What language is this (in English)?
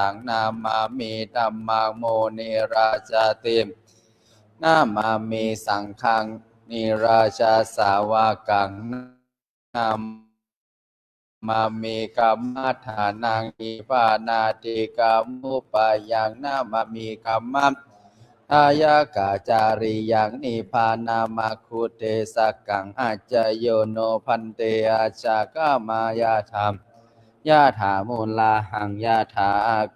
Pali